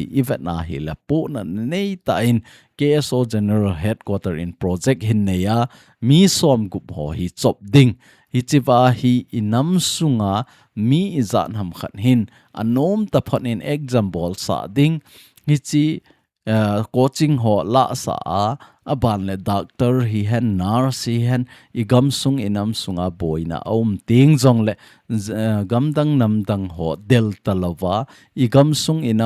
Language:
Thado Chin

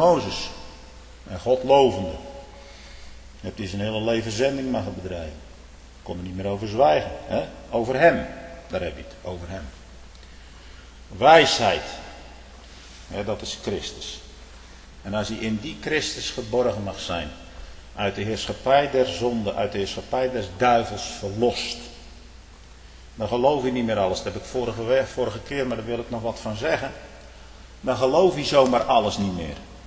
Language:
Dutch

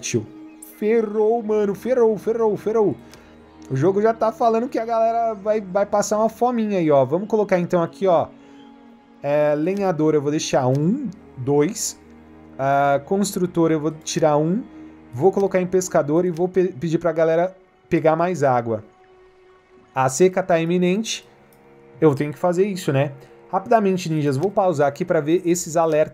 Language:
Portuguese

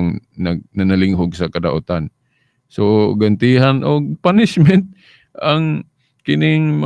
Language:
Cebuano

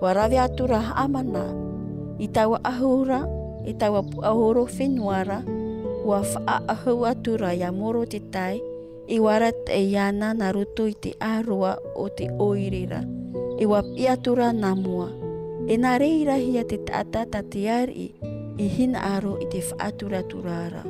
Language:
Tahitian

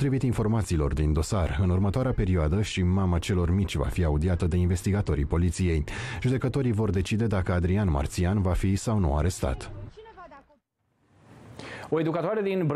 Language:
Romanian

